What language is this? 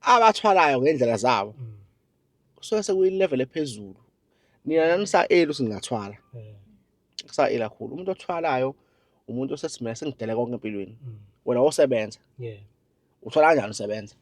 Zulu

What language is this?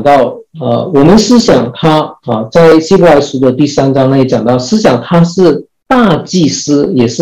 Chinese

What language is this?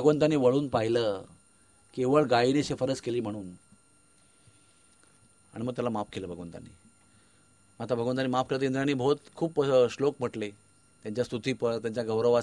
Marathi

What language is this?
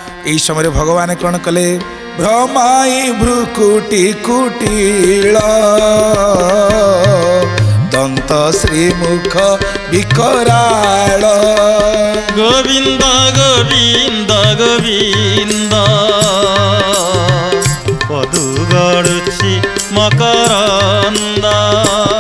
Odia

